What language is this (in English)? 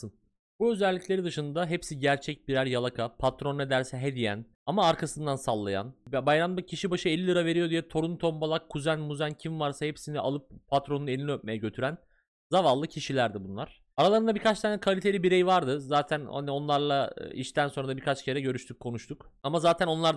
Turkish